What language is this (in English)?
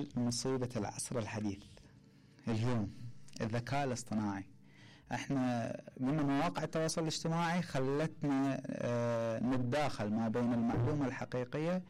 Mesopotamian Arabic